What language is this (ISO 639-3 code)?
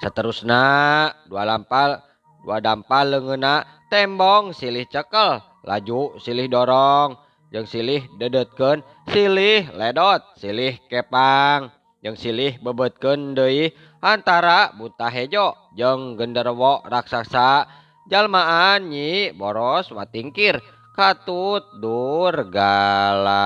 sun